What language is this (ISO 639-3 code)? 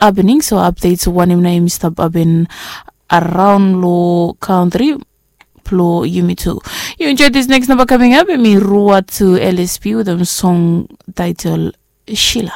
bis